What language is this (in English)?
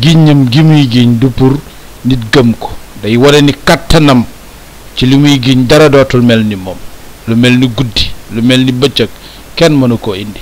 Wolof